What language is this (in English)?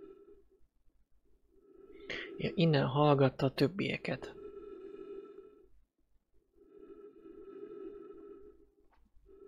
Hungarian